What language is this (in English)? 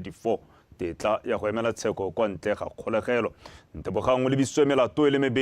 Tswana